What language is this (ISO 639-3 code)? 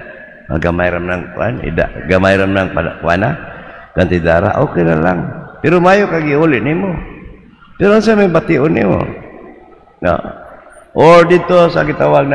ceb